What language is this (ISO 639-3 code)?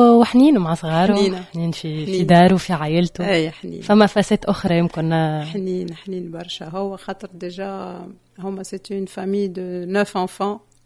aeb